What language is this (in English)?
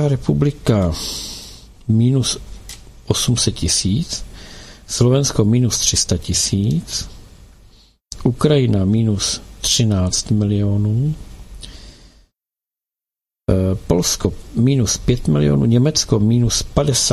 Czech